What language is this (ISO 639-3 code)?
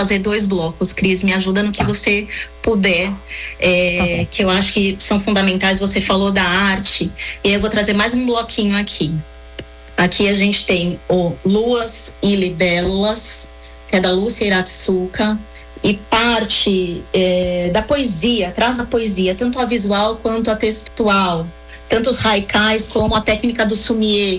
por